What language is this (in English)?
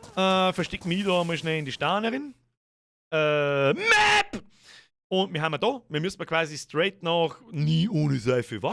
Bavarian